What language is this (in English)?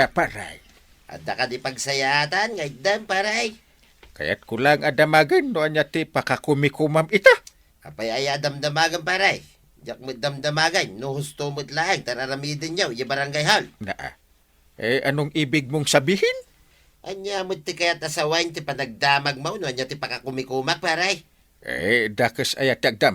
Iloko